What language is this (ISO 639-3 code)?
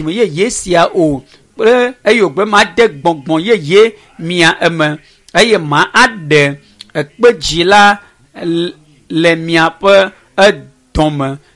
ewe